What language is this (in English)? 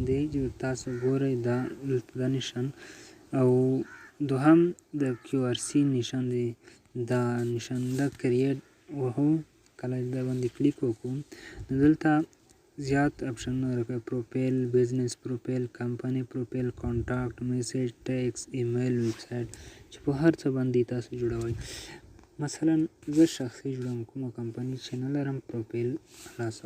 Pashto